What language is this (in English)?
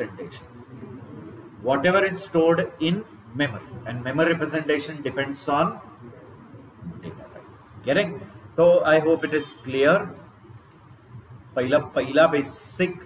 Marathi